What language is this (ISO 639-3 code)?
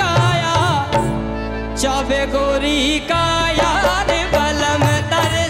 bho